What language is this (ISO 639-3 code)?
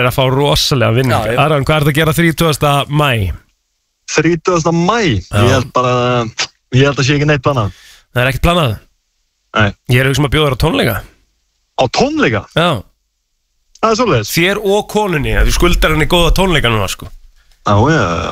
isl